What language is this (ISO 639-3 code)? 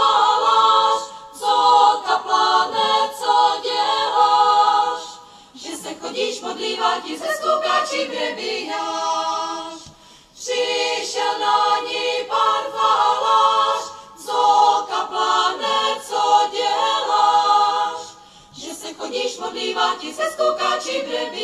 ces